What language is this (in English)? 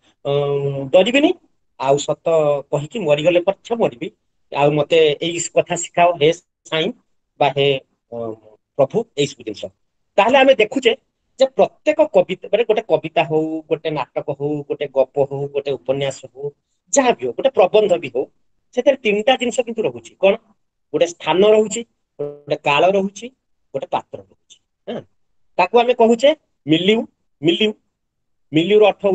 Odia